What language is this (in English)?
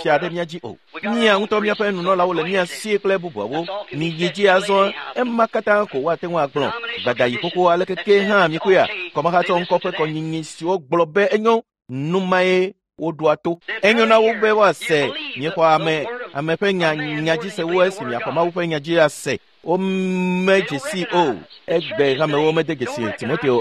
Ewe